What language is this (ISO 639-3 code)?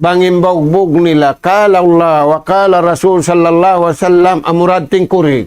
tsg